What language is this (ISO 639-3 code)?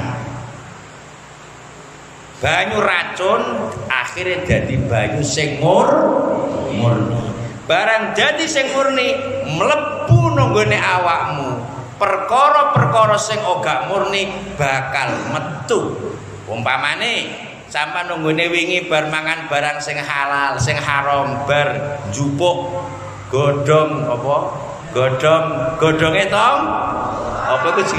jav